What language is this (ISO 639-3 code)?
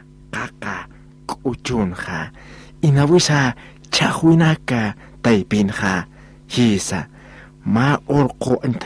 aym